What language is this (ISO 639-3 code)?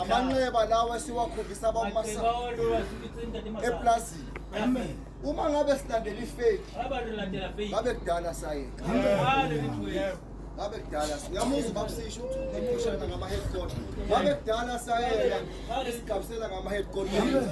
zul